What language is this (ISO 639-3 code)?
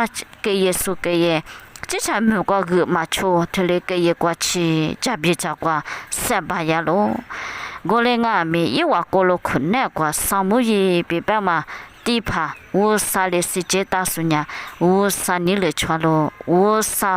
lis